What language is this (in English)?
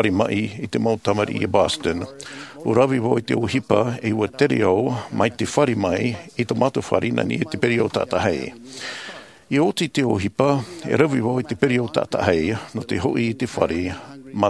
Tahitian